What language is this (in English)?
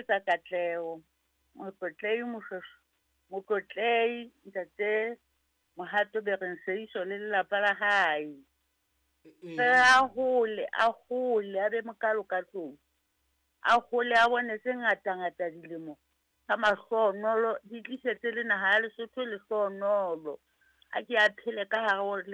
Southern Sotho